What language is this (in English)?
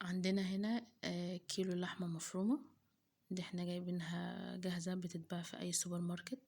Egyptian Arabic